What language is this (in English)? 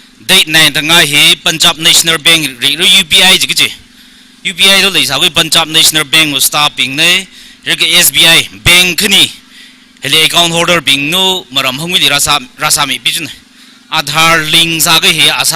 Tangkhul Naga (India)